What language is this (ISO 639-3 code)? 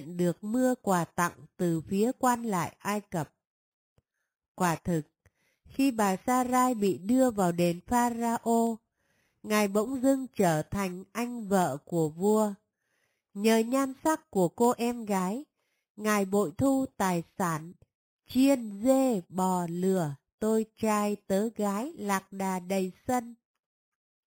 vie